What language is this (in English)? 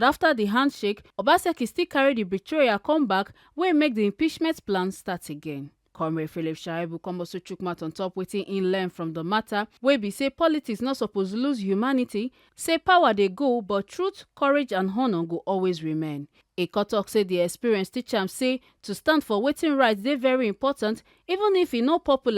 Nigerian Pidgin